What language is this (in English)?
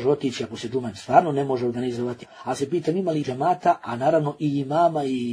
Bosnian